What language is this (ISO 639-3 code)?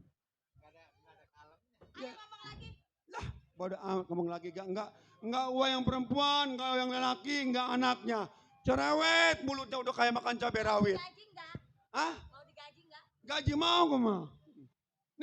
bew